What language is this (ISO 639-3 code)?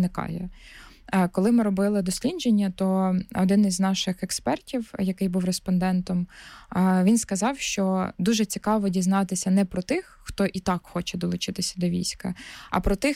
ukr